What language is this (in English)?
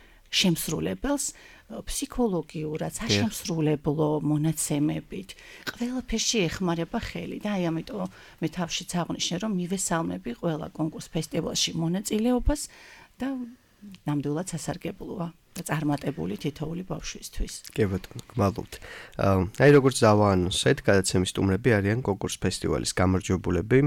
Georgian